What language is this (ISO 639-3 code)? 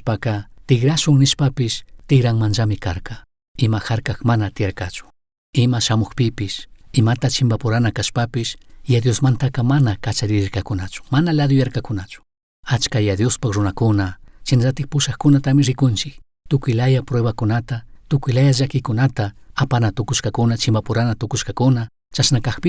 qug